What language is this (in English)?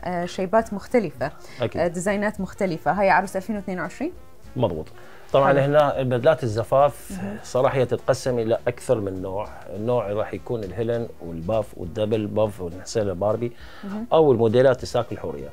Mesopotamian Arabic